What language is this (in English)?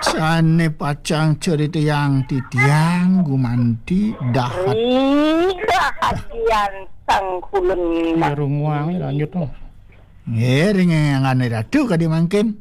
Balinese